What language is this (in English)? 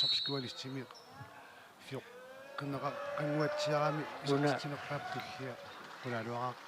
Kalaallisut